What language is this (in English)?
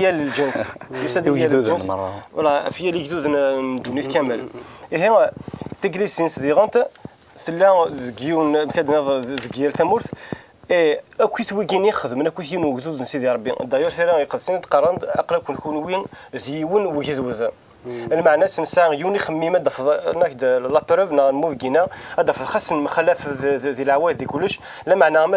Kabyle